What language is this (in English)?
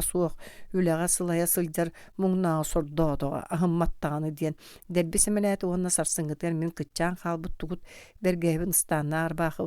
Yakut